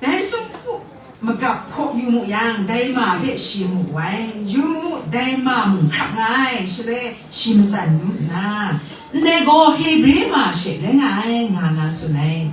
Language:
Kachin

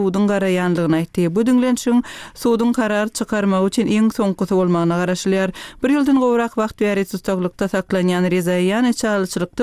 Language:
Turkmen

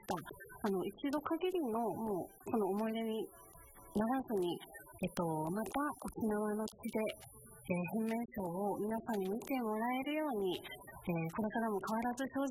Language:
Japanese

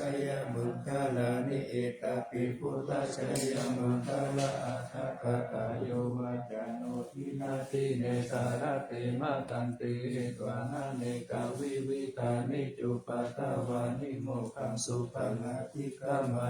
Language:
Pali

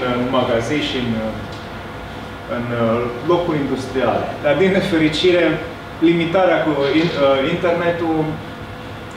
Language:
Romanian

